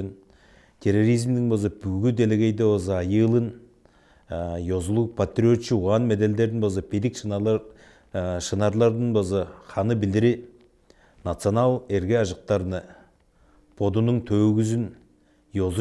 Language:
Tuvinian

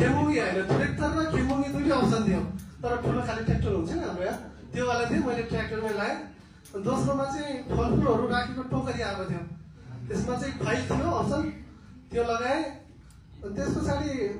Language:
Nepali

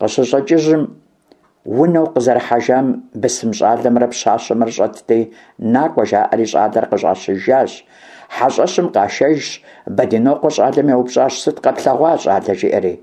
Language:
Kabardian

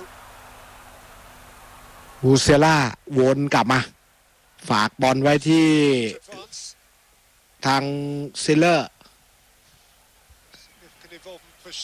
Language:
Thai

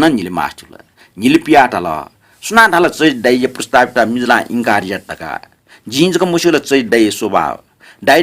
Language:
Newari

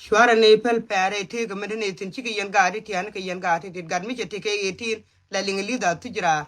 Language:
Nuer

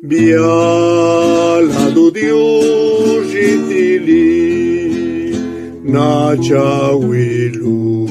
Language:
Zapotec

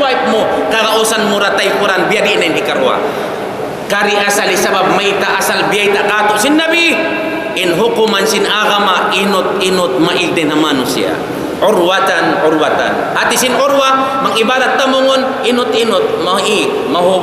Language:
Tausug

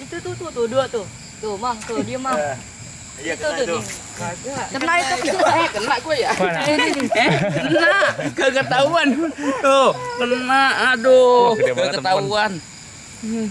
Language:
Betawi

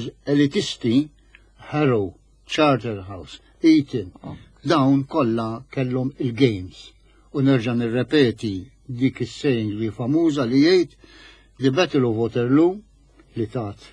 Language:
Maltese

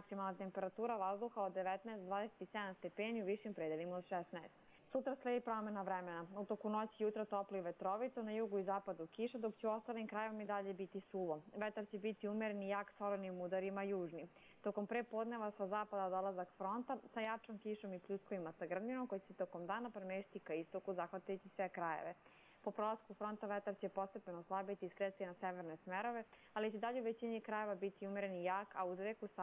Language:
Croatian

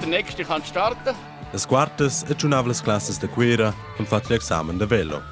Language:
Romansh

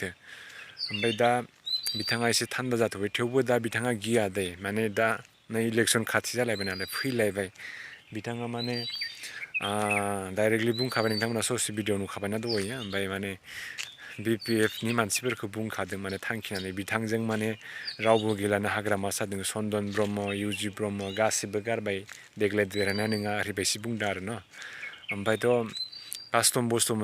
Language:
Bodo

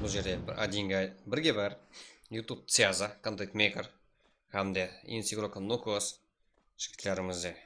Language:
Kara-Kalpak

